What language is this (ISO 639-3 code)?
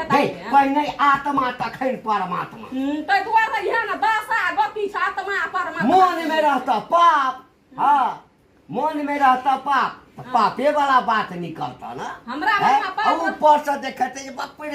mai